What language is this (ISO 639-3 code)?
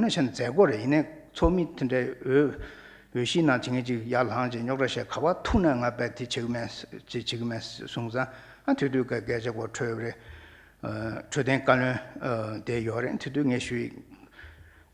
bod